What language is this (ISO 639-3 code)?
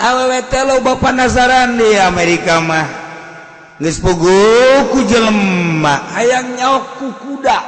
sun